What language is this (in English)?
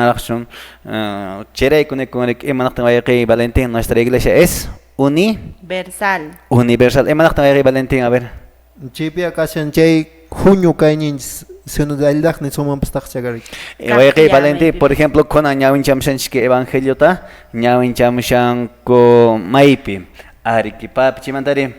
Quechua